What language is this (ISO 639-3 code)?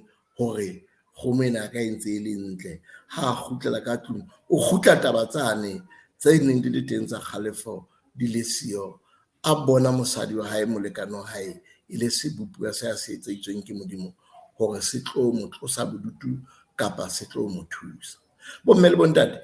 sot